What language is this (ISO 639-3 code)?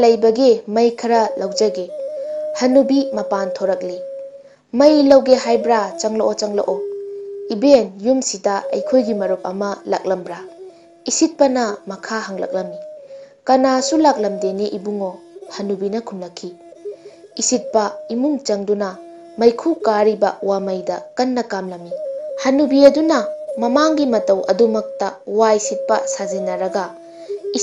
mni